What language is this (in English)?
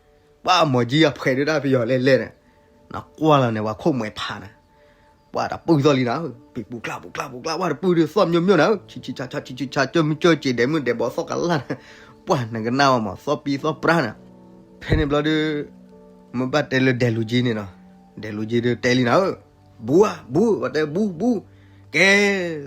S'gaw Karen